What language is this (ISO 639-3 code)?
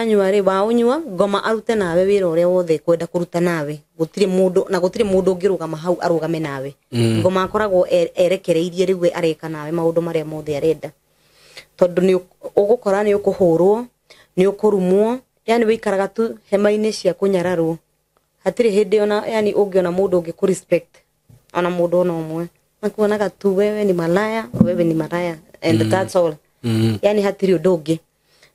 kik